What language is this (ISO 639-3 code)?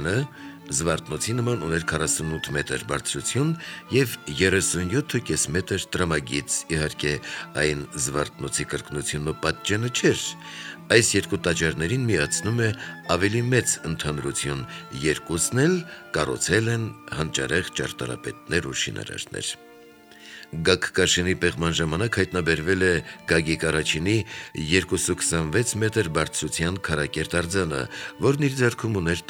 hye